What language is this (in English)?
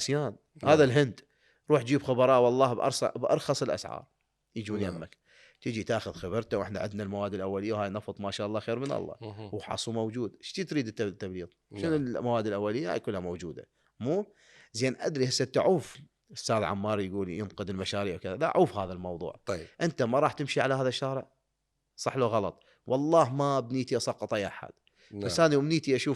Mesopotamian Arabic